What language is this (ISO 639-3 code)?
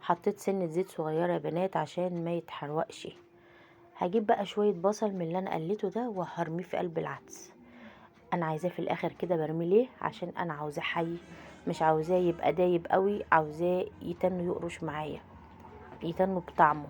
arz